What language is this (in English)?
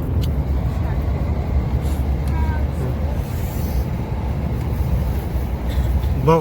Tajik